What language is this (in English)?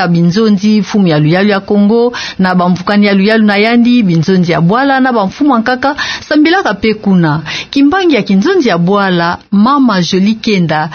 Kituba (Democratic Republic of Congo)